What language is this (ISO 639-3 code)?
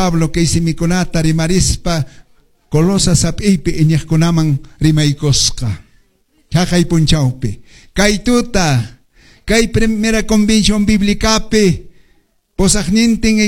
que